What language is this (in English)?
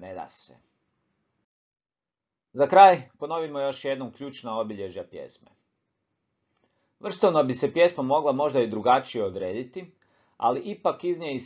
Croatian